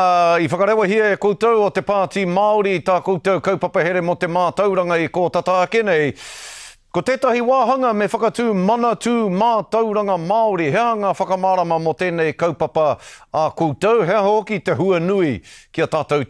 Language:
Māori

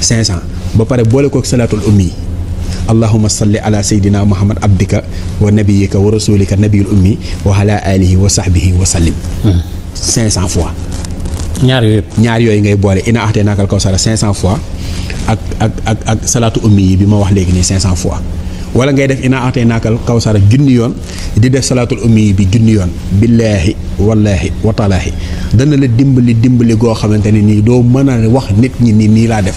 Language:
Wolof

